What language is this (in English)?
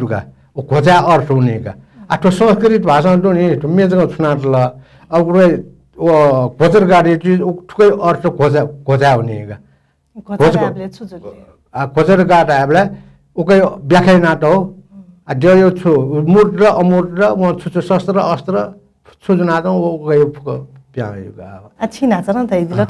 Newari